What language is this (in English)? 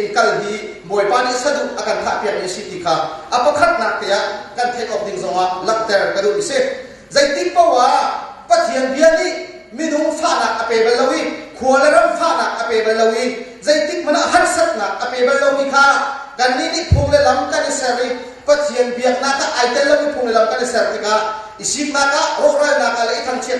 Hakha Chin